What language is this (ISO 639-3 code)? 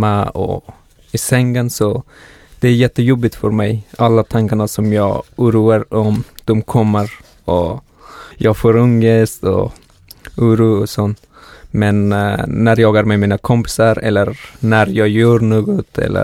swe